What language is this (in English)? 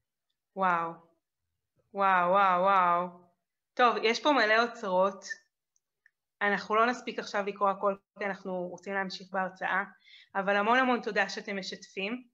Hebrew